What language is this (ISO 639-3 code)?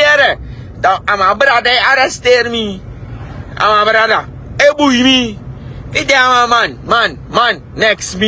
srn